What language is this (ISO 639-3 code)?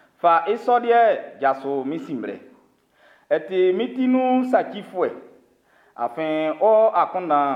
bci